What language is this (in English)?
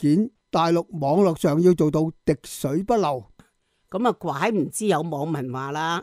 Cantonese